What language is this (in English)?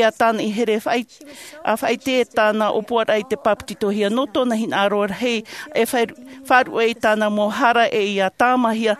Tahitian